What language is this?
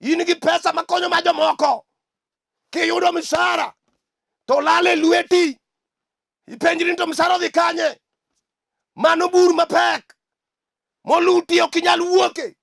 Luo (Kenya and Tanzania)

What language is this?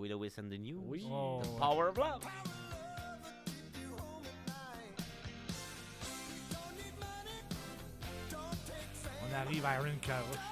French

